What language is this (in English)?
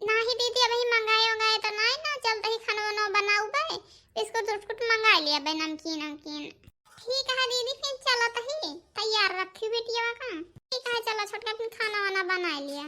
Awadhi